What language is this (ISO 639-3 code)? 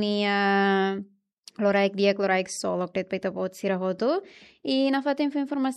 tet